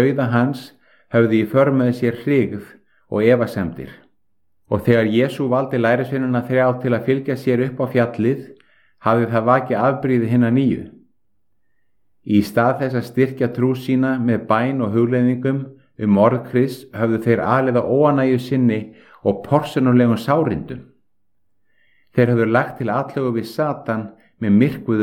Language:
Icelandic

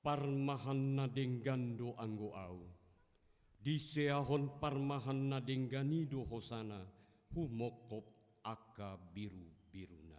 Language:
Batak Toba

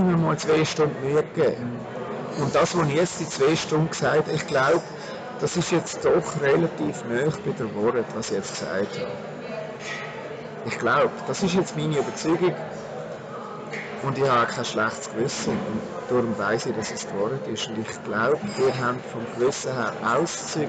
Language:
German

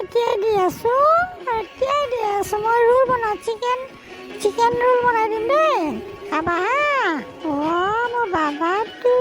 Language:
Assamese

